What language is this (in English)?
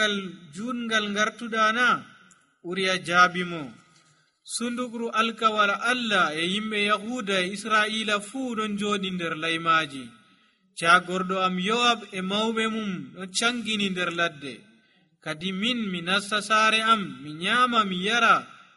Nigerian Fulfulde